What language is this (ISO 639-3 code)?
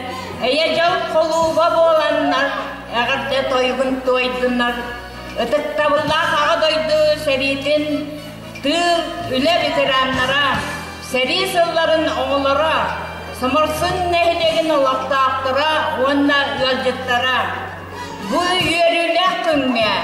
sah